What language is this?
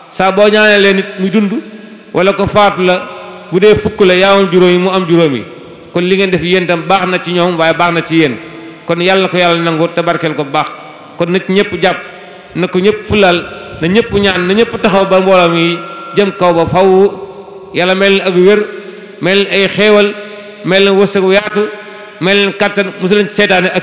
Wolof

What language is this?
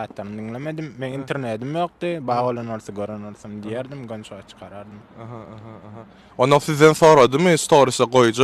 Turkmen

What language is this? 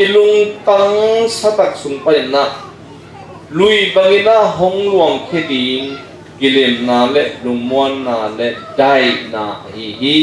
Tedim Chin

